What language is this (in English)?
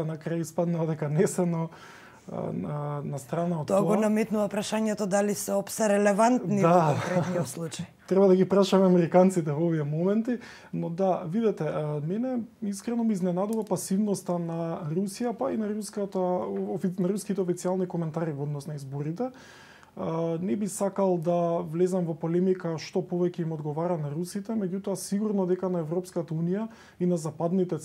Macedonian